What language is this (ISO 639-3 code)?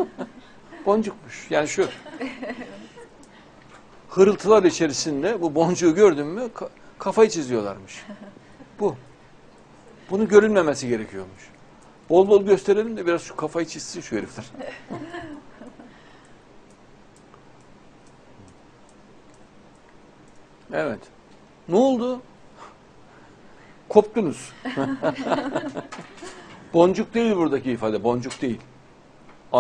tur